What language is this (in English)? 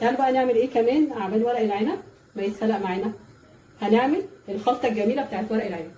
Egyptian Arabic